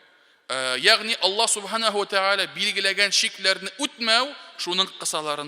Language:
Tatar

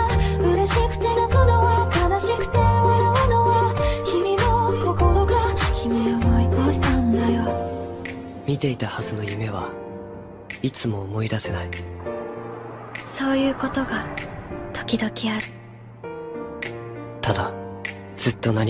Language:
Japanese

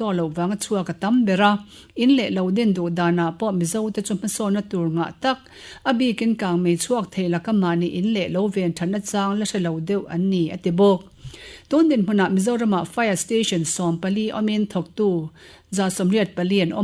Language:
Mizo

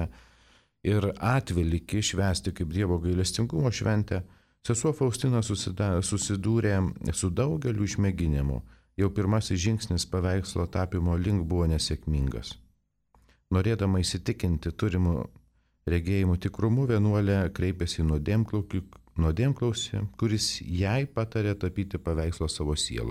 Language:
Lithuanian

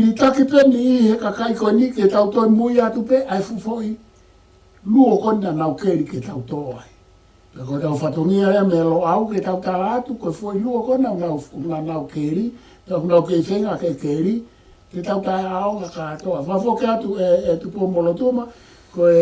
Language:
Tongan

